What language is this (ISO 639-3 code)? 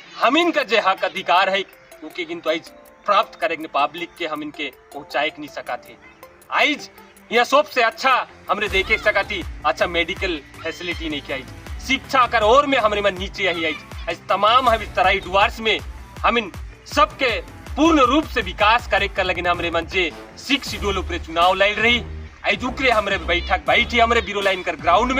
sck